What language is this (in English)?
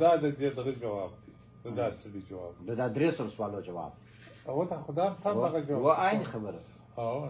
Pashto